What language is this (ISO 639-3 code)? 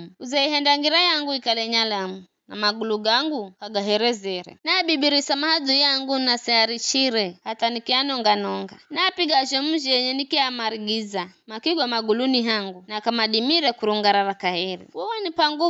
nyf